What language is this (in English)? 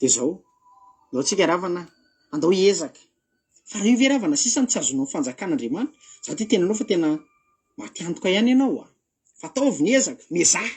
Malagasy